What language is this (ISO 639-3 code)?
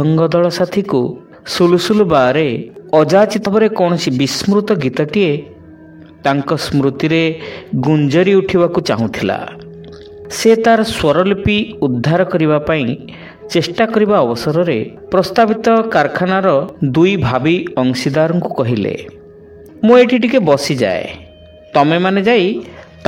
ori